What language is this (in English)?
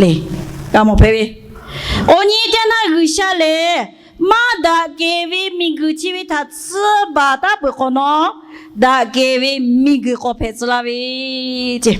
Lahu